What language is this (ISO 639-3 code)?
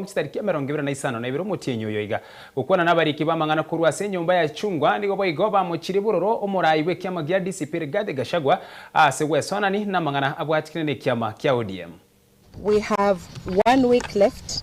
guz